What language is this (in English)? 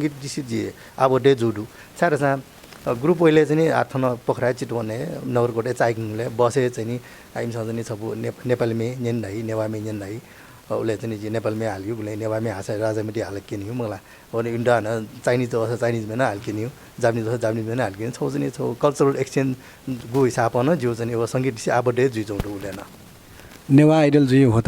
Newari